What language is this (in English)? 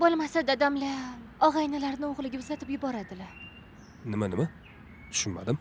Uzbek